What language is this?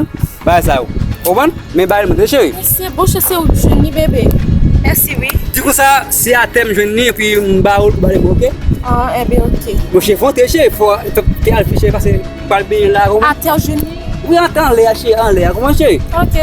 Haitian Creole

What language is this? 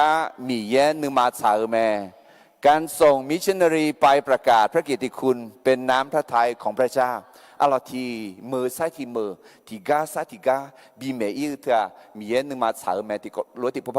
Akha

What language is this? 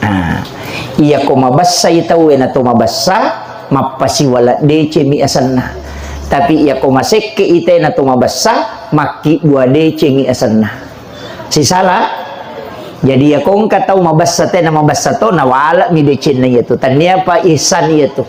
Buginese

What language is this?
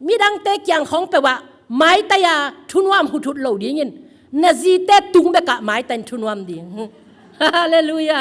Tedim Chin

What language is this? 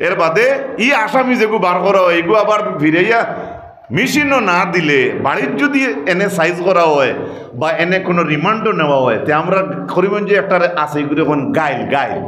Sylheti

